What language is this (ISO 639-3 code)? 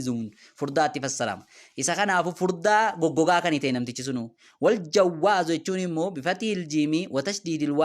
orm